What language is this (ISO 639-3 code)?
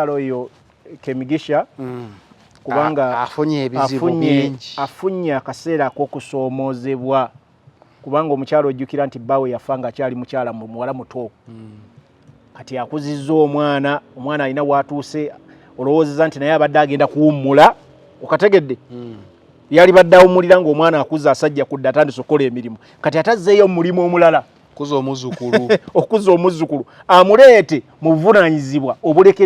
lug